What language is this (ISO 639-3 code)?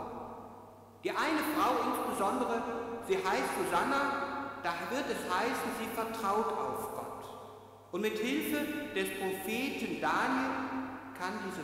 deu